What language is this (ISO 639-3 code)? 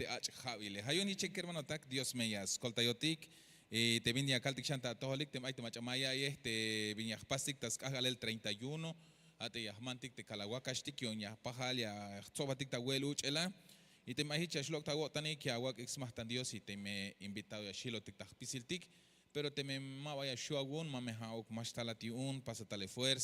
tzh